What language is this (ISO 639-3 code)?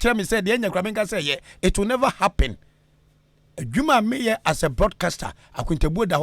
aka